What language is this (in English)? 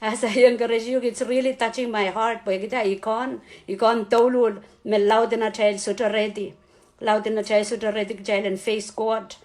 Pohnpeian